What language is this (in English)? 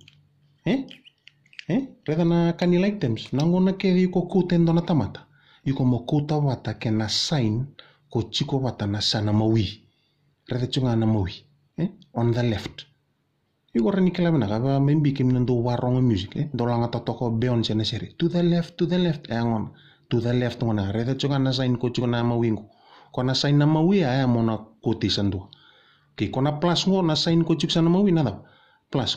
Fijian